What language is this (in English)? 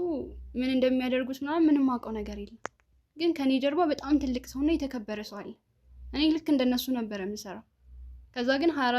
Amharic